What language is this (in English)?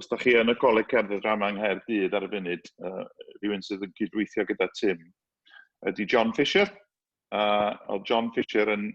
Welsh